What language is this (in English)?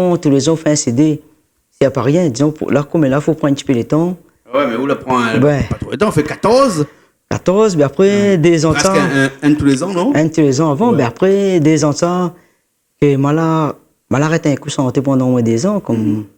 Réunion Creole French